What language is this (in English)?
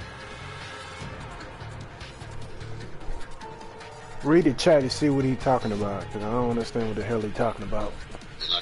English